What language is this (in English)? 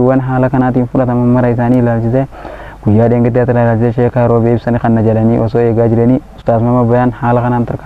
Oromo